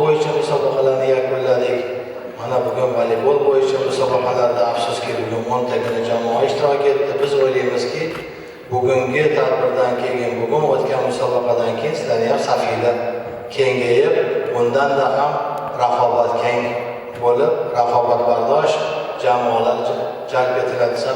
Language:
Uzbek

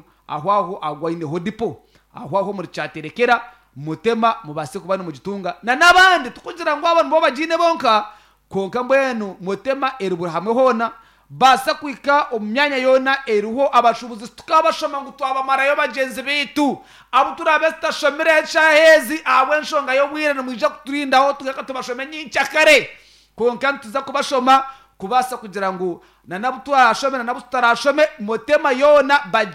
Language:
Nyankole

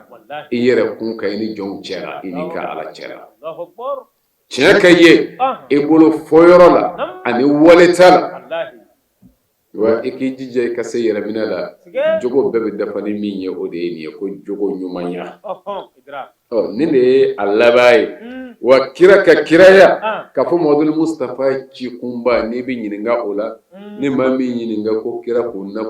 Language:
Bambara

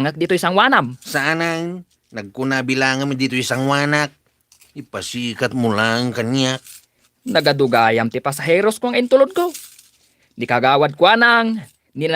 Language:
Iloko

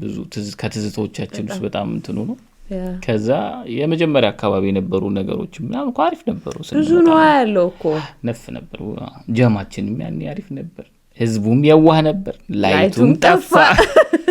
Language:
Amharic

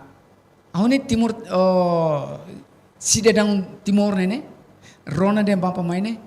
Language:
Tetum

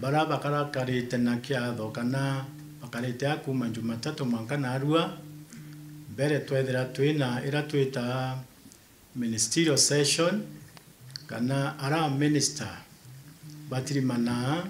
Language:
Meru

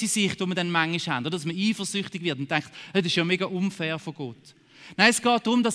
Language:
Swiss German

